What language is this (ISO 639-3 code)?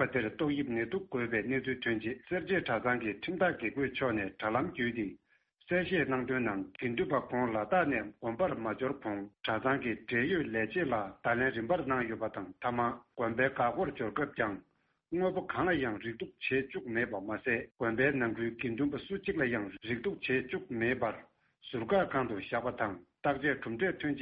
bod